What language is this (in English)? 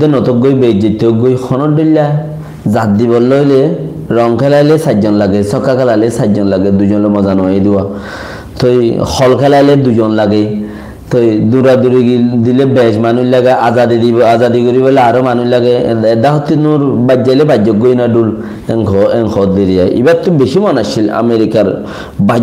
Rohingya